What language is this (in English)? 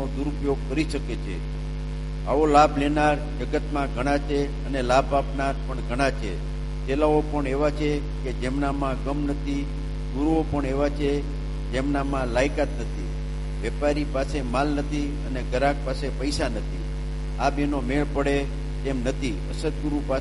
Gujarati